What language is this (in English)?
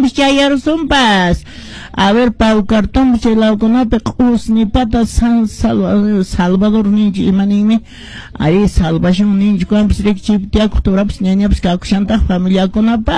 Quechua